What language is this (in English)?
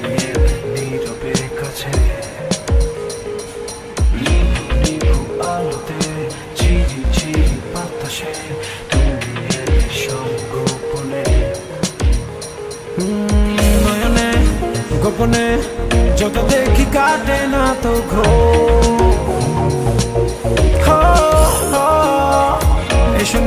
Bangla